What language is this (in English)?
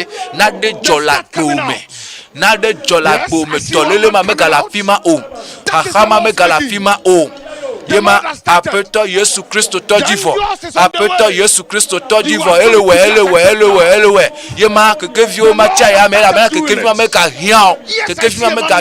Ewe